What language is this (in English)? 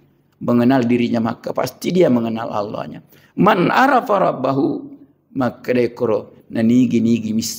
Buginese